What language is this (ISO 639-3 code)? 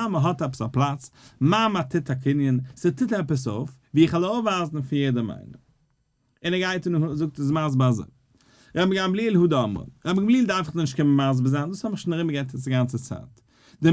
yid